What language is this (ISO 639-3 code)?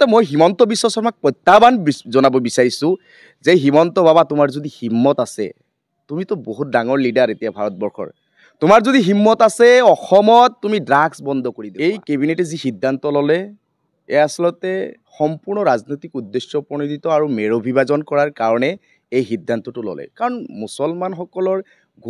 asm